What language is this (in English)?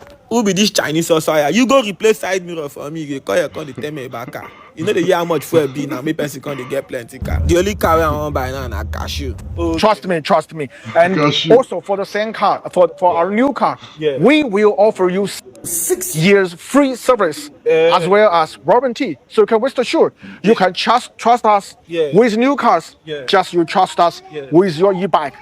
Nigerian Pidgin